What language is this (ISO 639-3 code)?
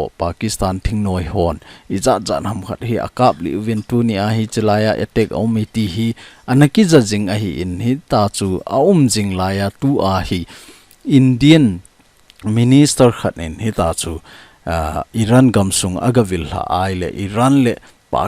tcz